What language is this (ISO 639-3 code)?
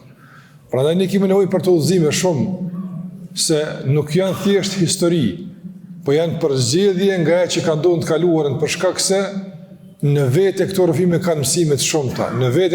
sqi